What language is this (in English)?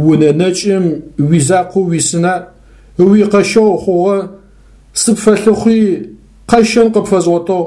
Adyghe